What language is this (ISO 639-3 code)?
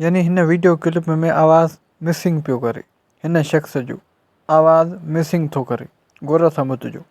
snd